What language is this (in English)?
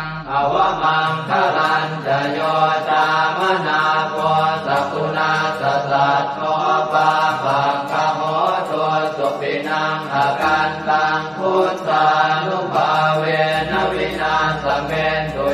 Pali